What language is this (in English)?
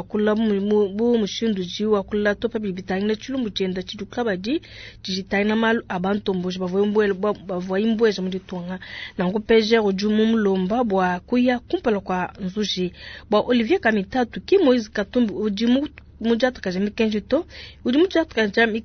Luba-Lulua